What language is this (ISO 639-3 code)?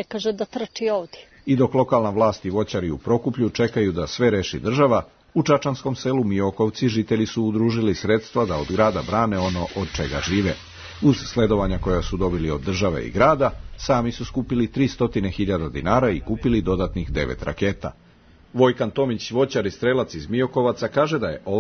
srp